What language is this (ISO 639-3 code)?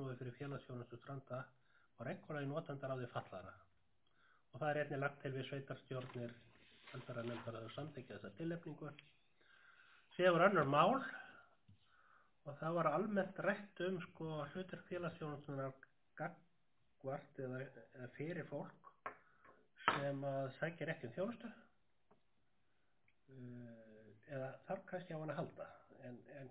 isl